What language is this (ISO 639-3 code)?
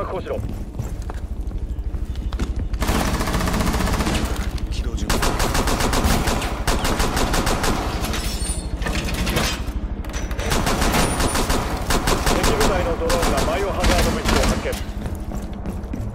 jpn